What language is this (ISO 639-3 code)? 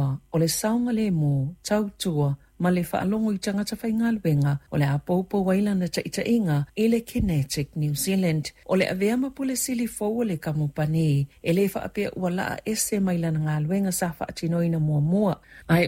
smo